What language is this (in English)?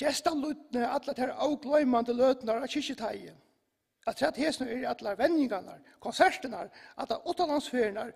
Faroese